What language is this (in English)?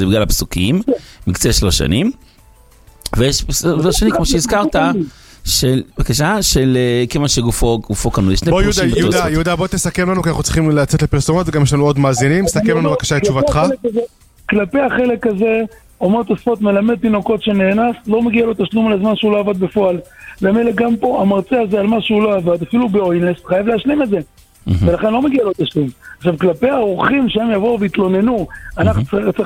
Hebrew